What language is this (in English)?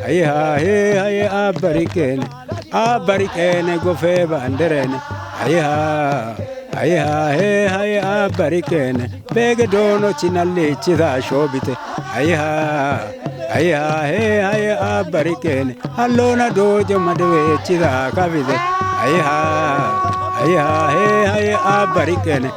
Kafa